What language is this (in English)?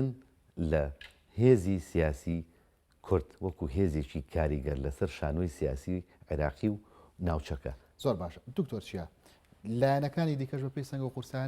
Central Kurdish